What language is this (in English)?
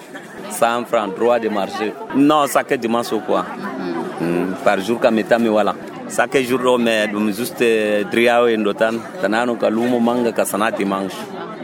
Nigerian Fulfulde